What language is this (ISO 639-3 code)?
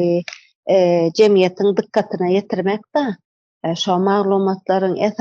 tuk